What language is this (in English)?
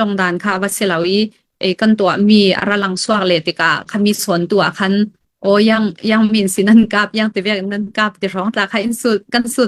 Falam Chin